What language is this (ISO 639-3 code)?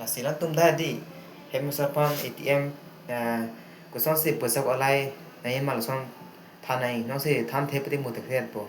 mjw